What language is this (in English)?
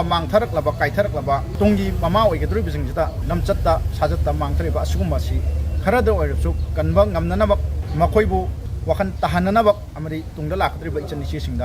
Manipuri